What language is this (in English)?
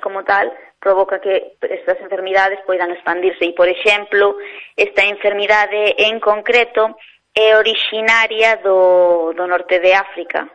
Galician